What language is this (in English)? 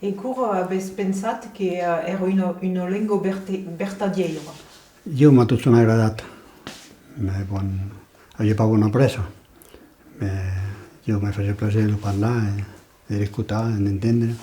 Occitan